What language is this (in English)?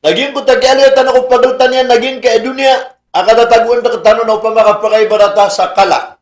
Maranao